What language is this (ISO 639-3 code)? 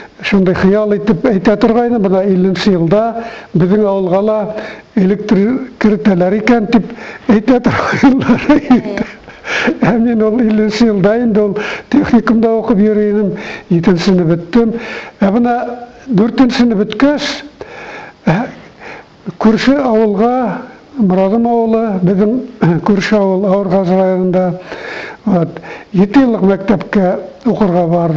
bak